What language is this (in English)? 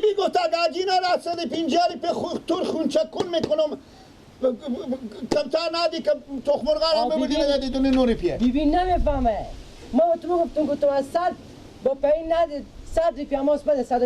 Persian